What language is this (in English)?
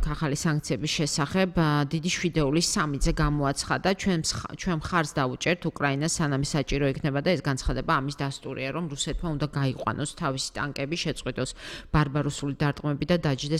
Georgian